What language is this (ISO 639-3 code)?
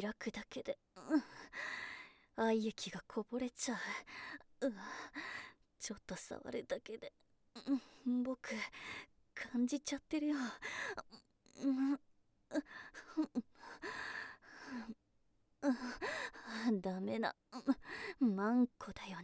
jpn